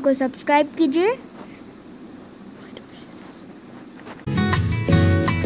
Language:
Hindi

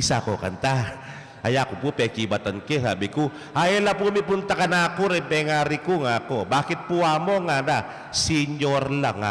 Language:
Pampanga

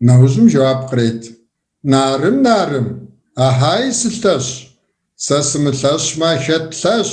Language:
Kabardian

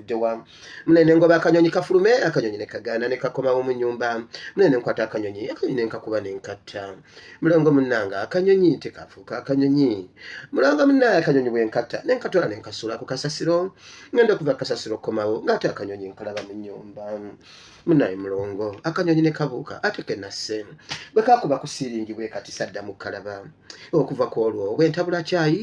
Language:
Ganda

